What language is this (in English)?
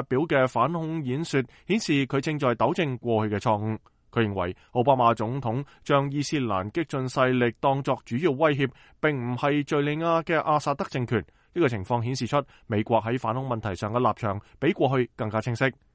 Cantonese